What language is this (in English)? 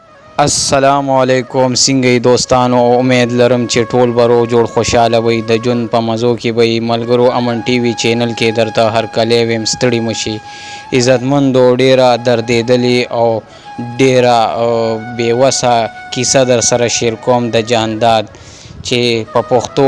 Pashto